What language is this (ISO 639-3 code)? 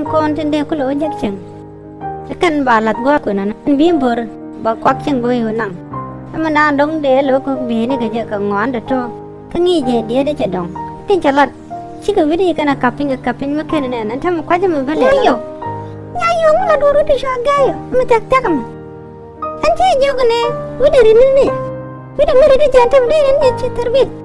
nus